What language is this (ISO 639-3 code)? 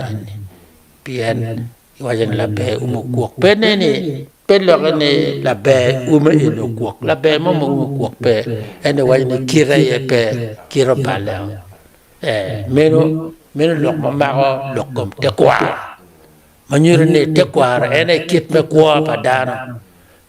ach